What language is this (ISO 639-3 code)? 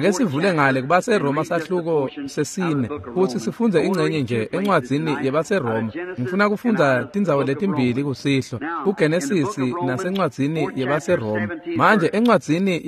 ssw